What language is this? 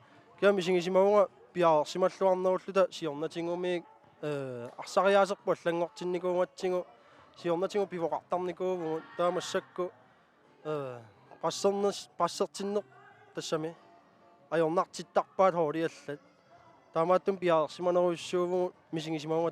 Kalaallisut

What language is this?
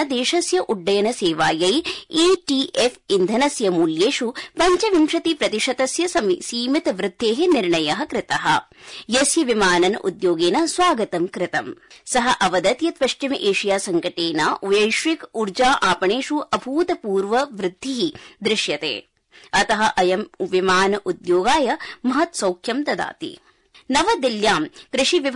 Sanskrit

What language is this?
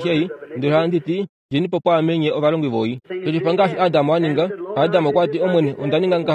Kuanyama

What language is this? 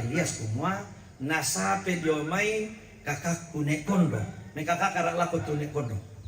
Toraja-Sa'dan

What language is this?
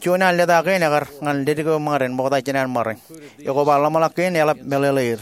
Marshallese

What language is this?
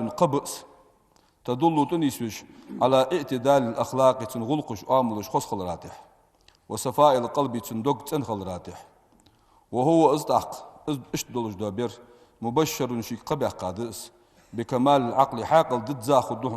Ingush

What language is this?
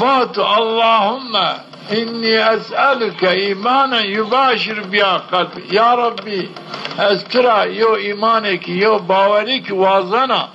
Zaza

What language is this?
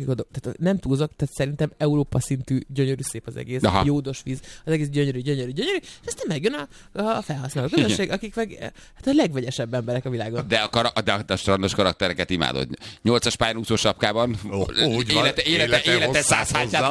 Hungarian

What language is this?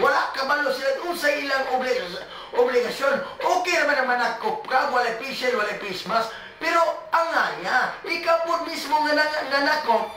Cebuano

